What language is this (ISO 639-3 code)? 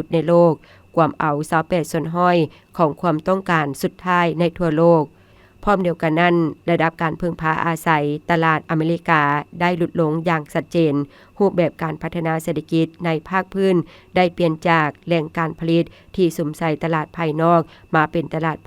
lao